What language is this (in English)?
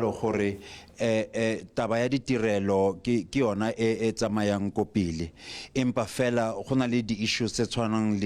Tswana